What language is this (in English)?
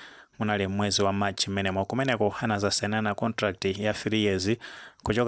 Nyanja